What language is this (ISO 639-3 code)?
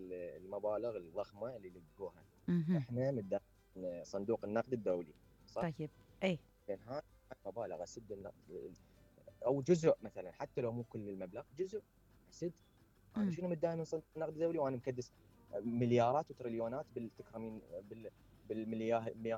acm